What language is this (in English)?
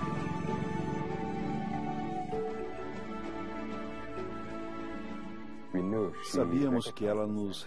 Portuguese